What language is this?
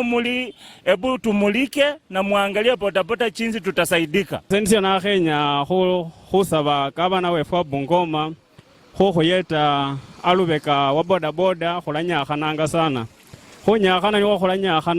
Luyia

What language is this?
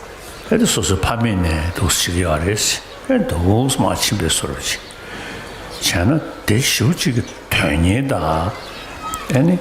Tibetan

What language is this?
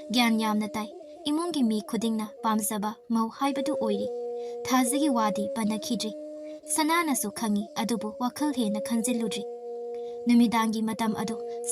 Manipuri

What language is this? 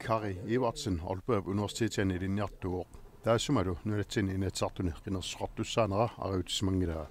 Kalaallisut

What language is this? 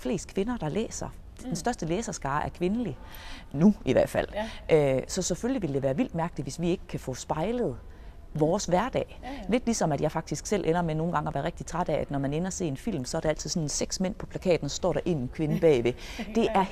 Danish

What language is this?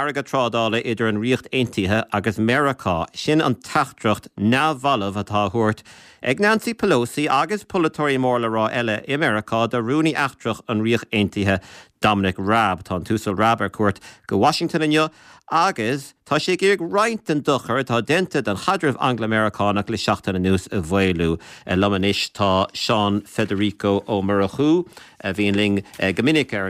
Irish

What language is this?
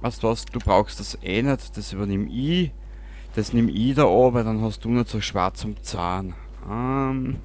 Bavarian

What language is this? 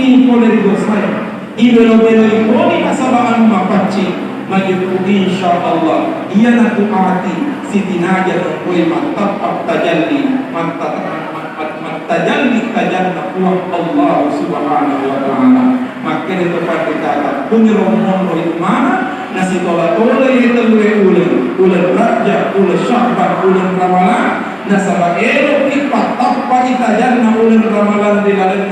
Buginese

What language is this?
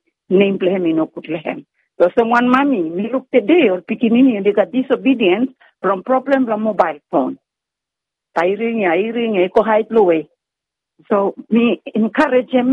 Bislama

